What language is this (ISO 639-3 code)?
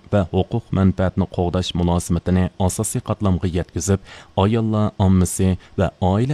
uig